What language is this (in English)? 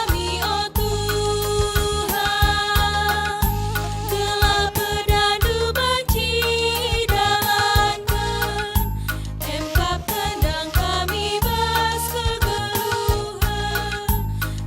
Batak Karo